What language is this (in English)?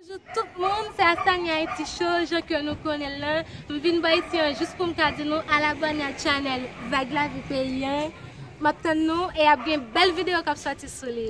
Haitian Creole